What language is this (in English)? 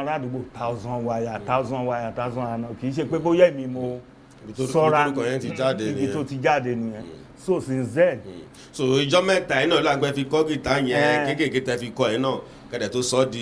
Yoruba